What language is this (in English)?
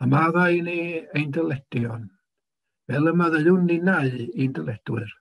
Welsh